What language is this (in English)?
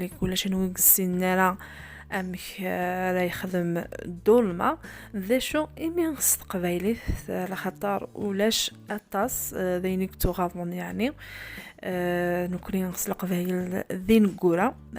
Kabyle